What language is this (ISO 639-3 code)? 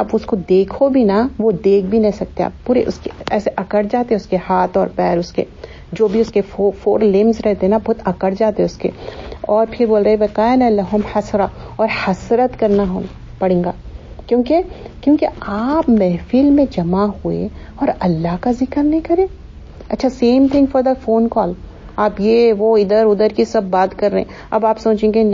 urd